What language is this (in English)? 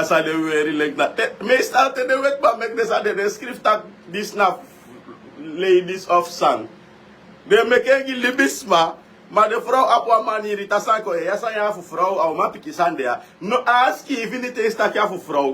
Sranan Tongo